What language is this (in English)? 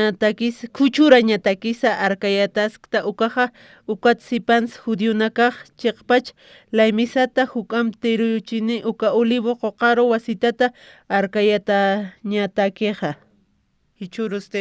Aymara